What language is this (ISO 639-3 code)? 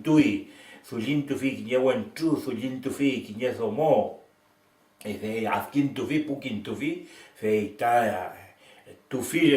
arn